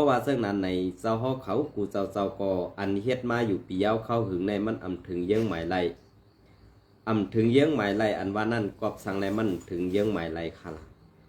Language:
Shan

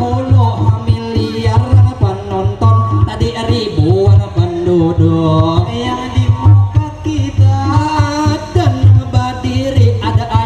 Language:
Banjar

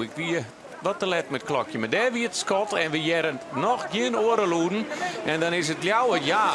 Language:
Western Frisian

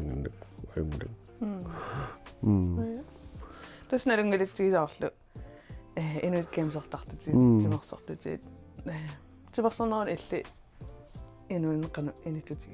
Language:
Kalaallisut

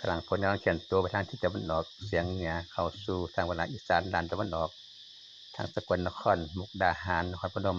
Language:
Lao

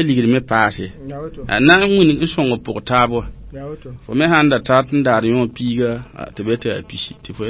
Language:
Mossi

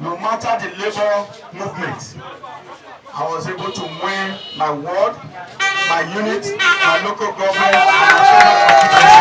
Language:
Nigerian Pidgin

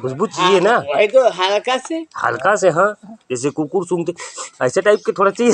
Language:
Chhattisgarhi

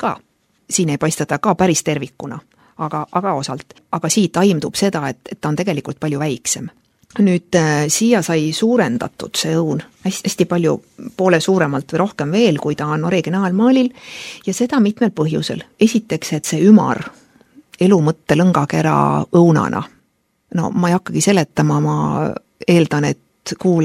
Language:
Estonian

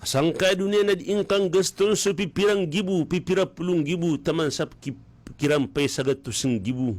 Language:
Maranao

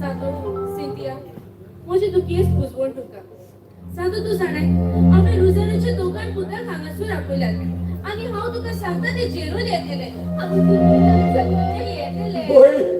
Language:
Konkani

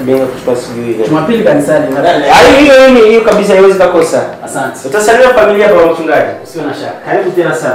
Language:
Swahili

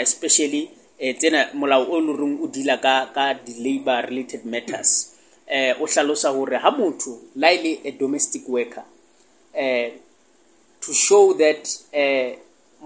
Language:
Southern Sotho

